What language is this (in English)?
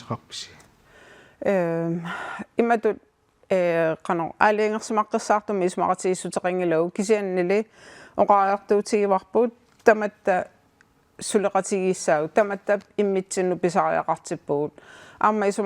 Kalaallisut